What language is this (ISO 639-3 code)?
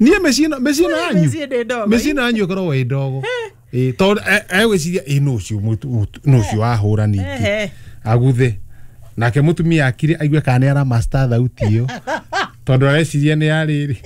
kik